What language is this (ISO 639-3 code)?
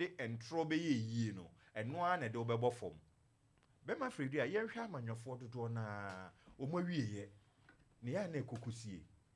aka